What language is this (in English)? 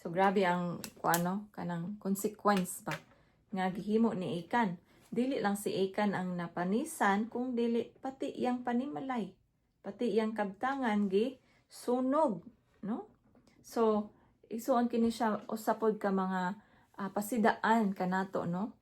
Cebuano